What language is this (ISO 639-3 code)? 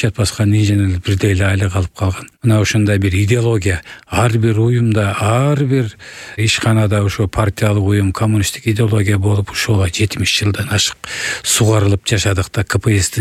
kir